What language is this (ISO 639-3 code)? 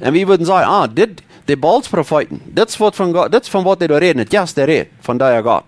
pdt